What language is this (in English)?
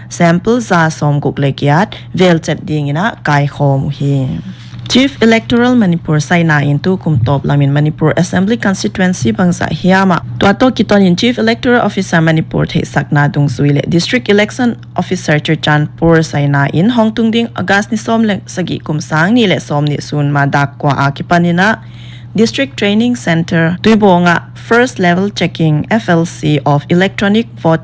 Paite Chin